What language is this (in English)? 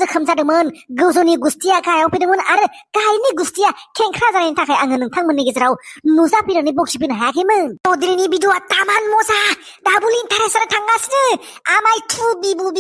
Bodo